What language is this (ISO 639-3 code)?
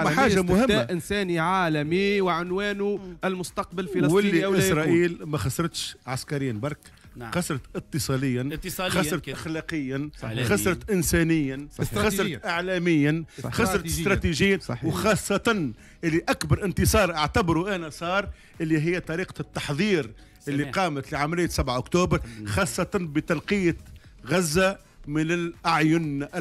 aeb